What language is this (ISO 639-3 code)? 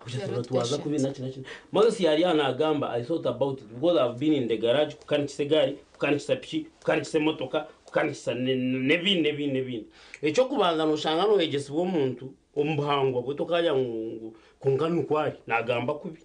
nyn